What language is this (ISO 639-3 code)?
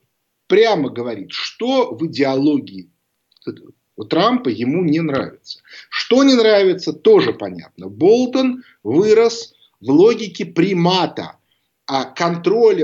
rus